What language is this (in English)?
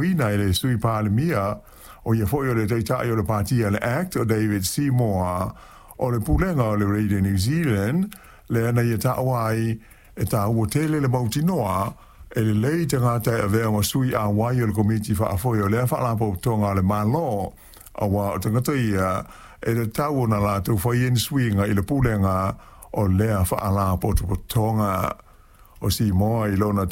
Samoan